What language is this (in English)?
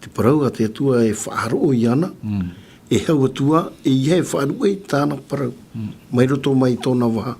Tahitian